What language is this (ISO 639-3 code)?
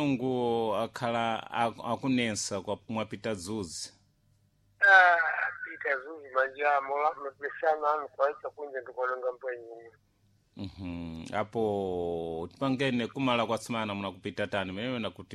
seh